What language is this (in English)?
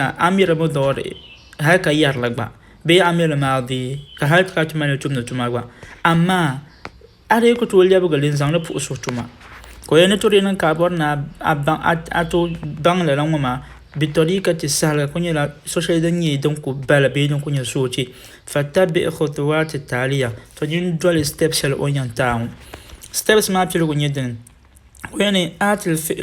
Dagbani